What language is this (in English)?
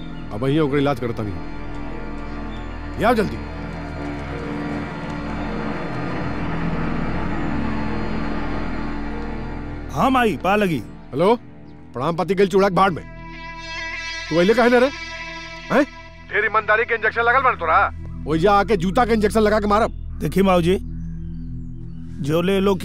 Bhojpuri